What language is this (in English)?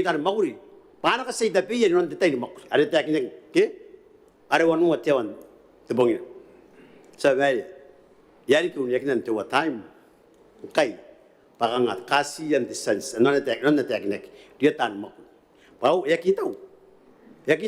Gilbertese